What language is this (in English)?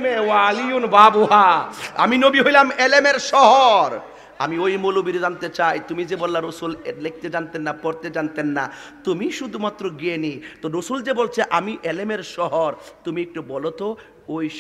Bangla